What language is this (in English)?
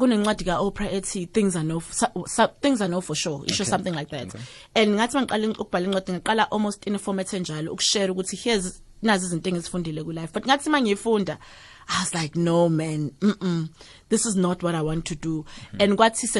South Ndebele